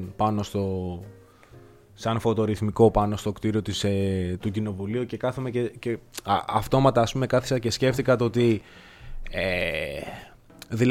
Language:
Greek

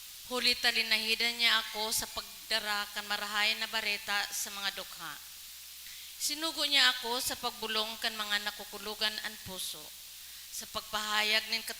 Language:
Bikol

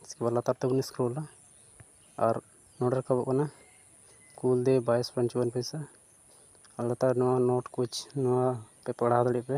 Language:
Santali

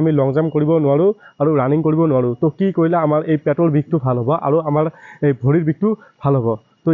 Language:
Assamese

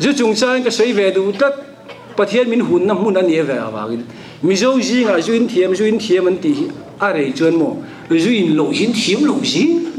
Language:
Mizo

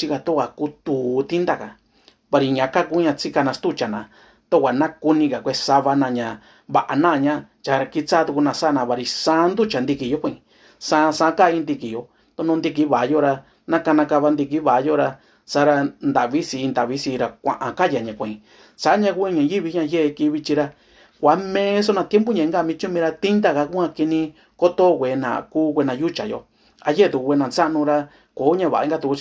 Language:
Mixtepec Mixtec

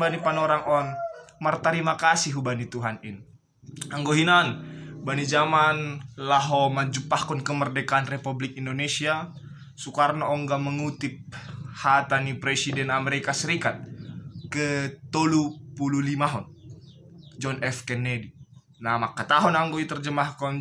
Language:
Batak Simalungun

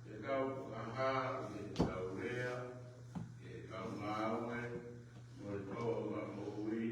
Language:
Tongan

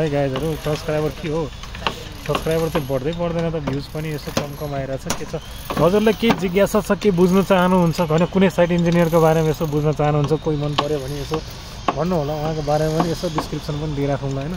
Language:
Nepali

